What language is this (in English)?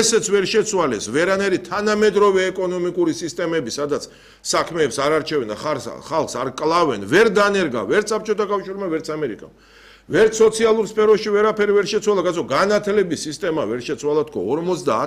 Georgian